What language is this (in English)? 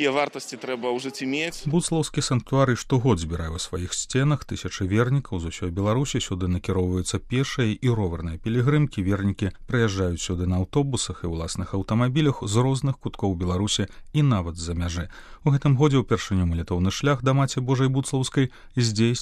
Belarusian